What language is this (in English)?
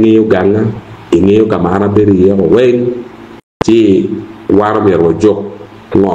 Acoli